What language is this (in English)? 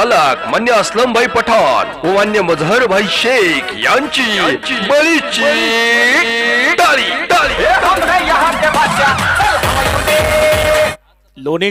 Marathi